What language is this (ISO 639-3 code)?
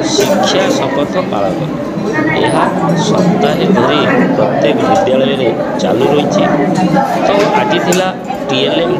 ori